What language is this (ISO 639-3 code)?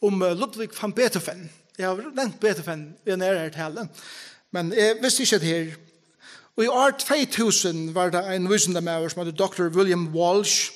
fao